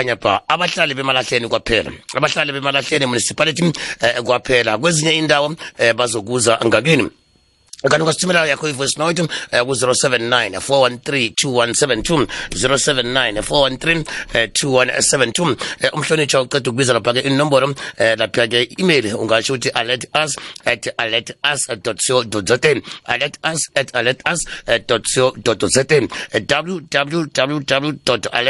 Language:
South Ndebele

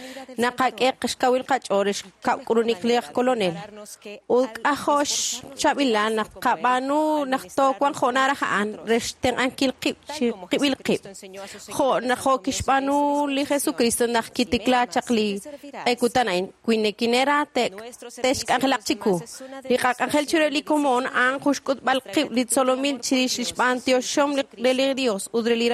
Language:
Kekchí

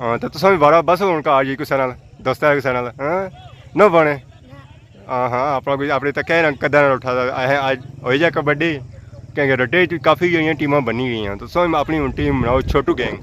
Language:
Pahari-Potwari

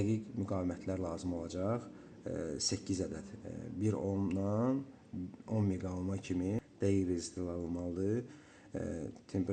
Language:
Azerbaijani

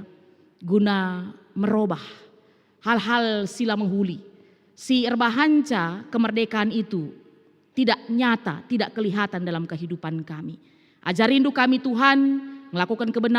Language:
Batak Karo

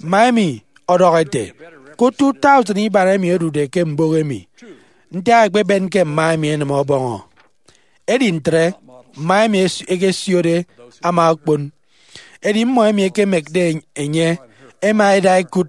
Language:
Efik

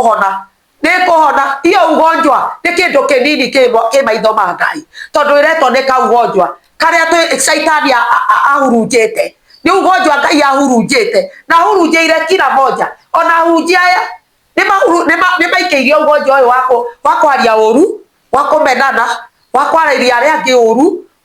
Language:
Kikuyu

